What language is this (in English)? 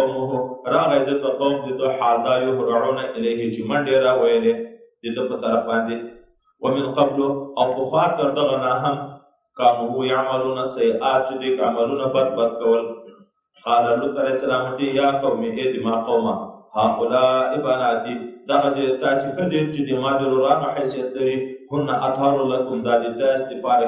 Pashto